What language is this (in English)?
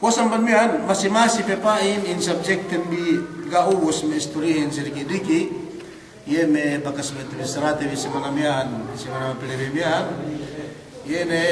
Yakan